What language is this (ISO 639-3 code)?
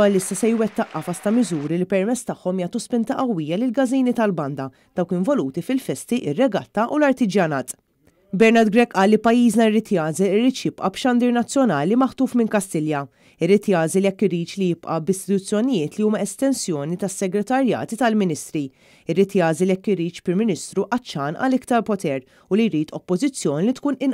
mlt